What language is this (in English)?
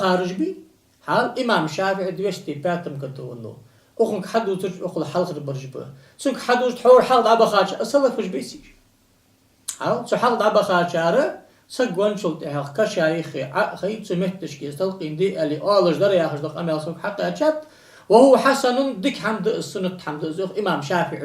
Ingush